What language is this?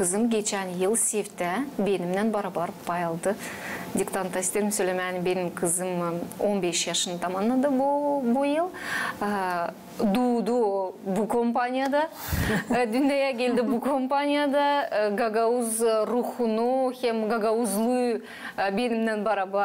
Gagauz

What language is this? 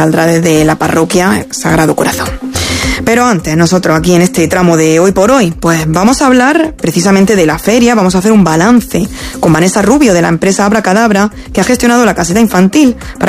Spanish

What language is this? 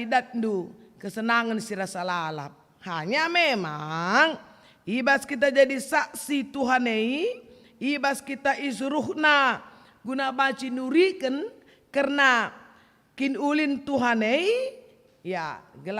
Batak Karo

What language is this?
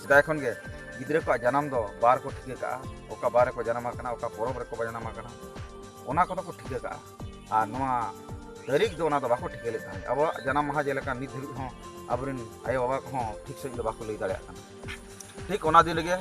Santali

